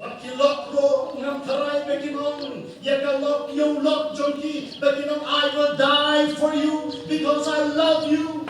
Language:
Khasi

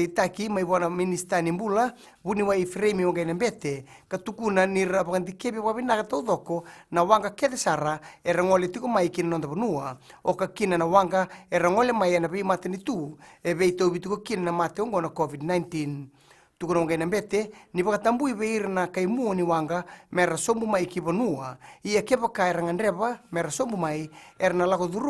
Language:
Fijian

